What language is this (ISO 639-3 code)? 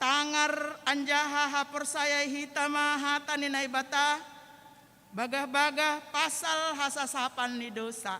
bts